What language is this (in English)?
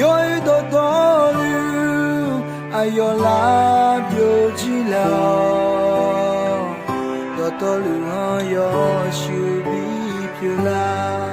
Akha